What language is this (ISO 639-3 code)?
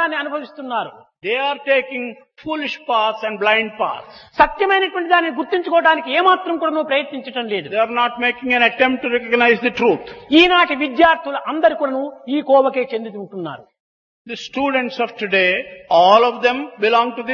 tel